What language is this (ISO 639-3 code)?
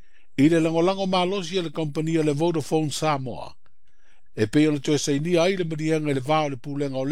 smo